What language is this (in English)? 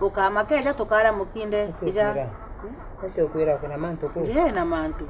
Meru